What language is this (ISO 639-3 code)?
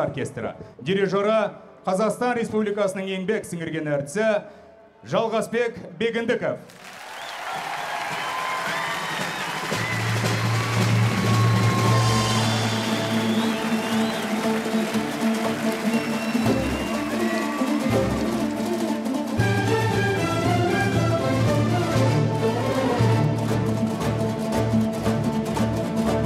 kaz